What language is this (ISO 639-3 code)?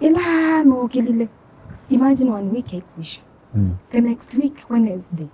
kam